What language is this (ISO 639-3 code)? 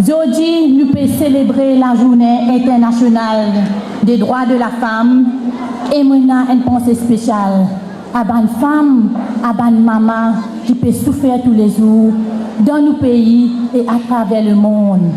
mfe